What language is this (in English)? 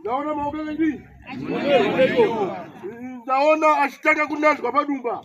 Shona